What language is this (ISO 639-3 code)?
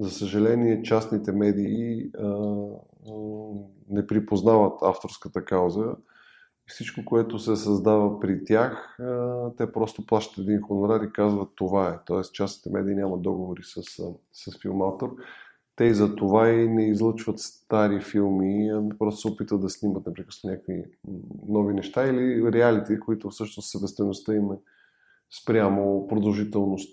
bul